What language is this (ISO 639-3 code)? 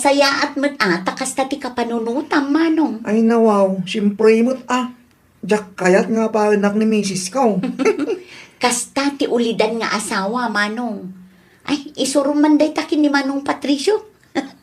ilo